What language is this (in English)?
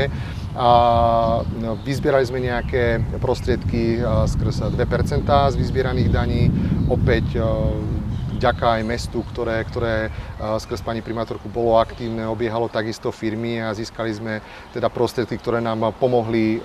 Slovak